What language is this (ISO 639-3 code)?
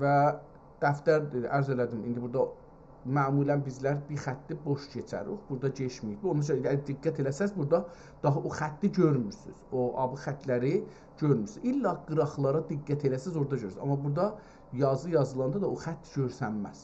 azb